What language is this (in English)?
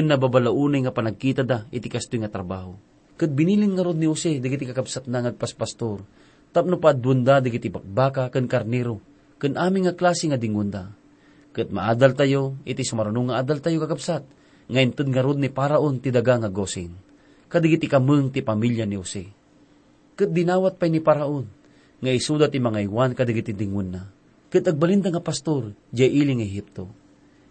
Iloko